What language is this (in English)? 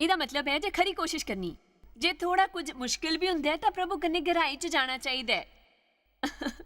Dogri